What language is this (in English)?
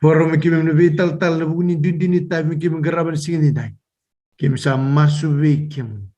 Fijian